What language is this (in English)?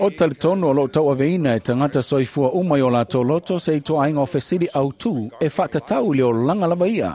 Samoan